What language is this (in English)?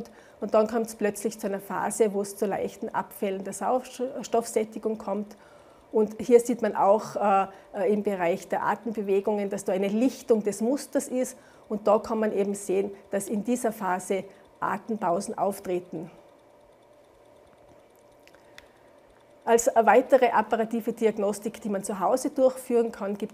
German